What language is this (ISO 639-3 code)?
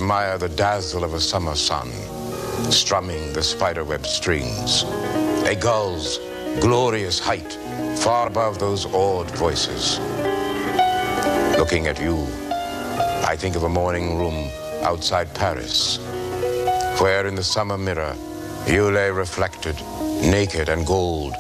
eng